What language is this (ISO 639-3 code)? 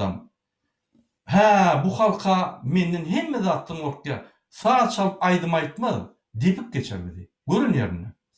tuk